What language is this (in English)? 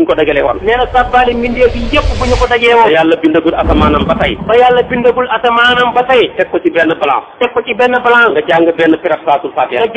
Wolof